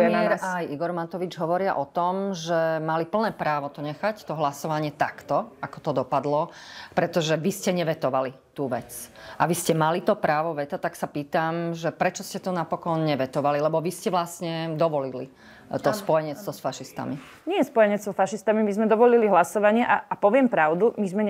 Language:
Slovak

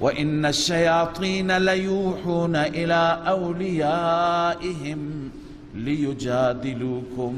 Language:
Persian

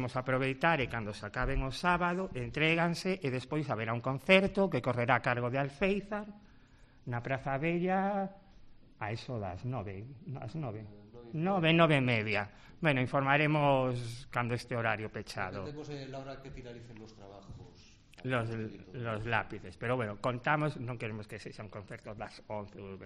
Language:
Galician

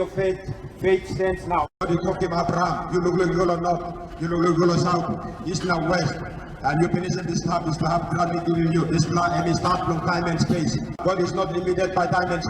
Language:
Tok Pisin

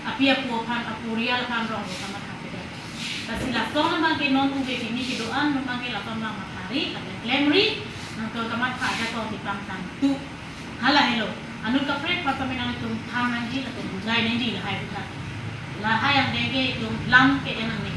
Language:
Karbi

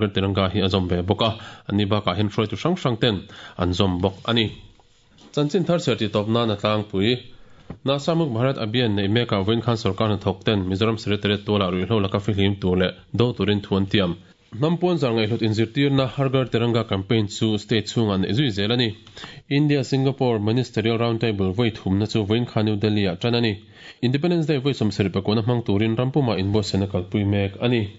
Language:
Mizo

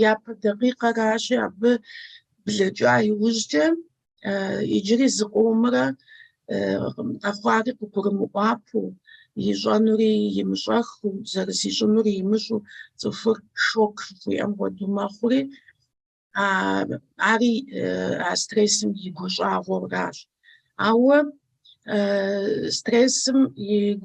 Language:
Kabardian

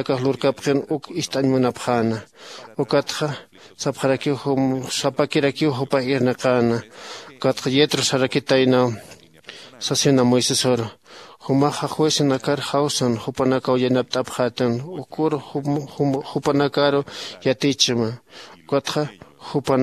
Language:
Aymara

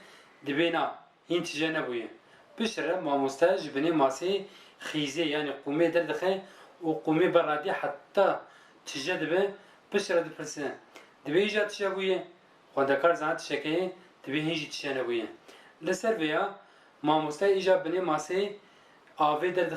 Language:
Kurdish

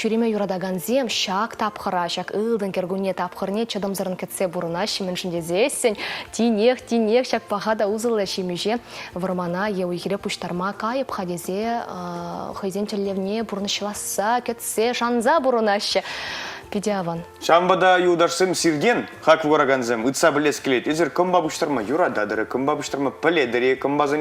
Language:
Chuvash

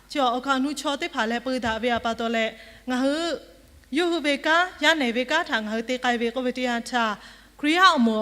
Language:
Lahu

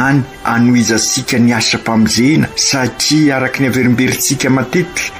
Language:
Malagasy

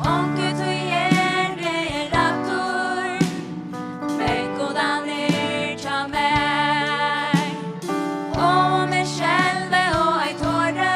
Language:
Faroese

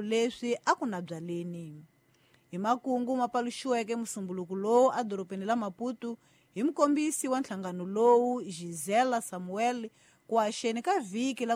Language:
Tsonga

